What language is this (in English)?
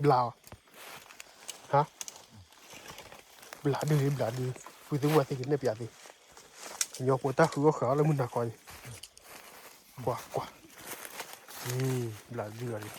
S'gaw Karen